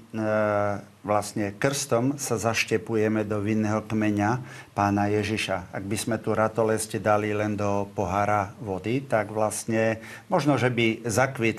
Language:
Slovak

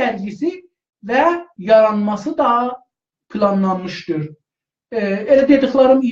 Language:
South Azerbaijani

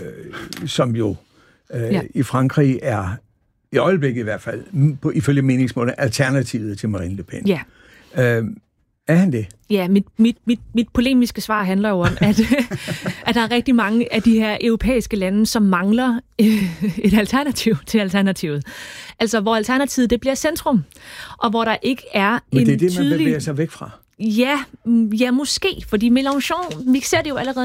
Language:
Danish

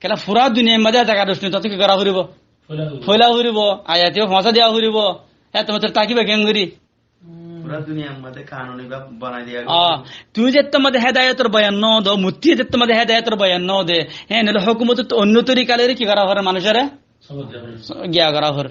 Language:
Rohingya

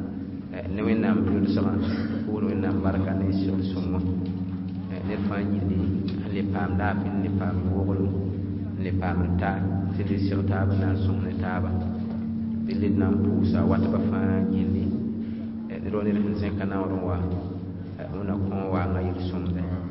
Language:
Mossi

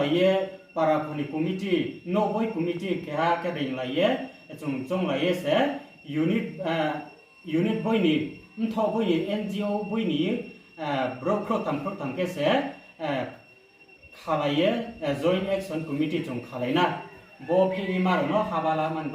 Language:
Riang (India)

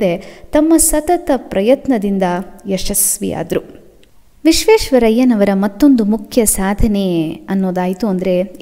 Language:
Kannada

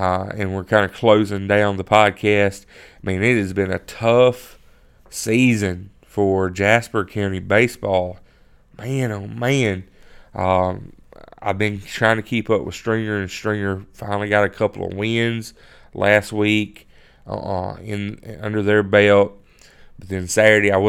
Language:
English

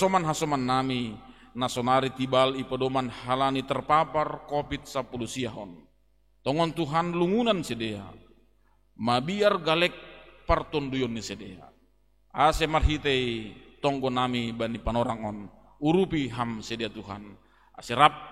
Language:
Batak Simalungun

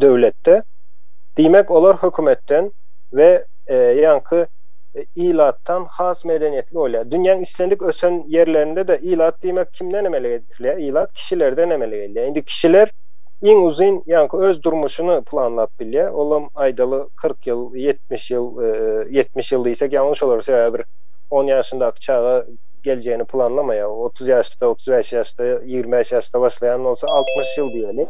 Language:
Turkmen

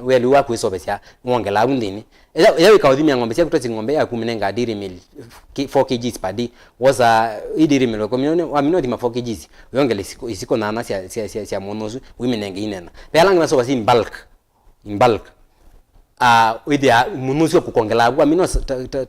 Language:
Kamba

